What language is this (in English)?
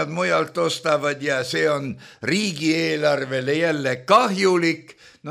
Estonian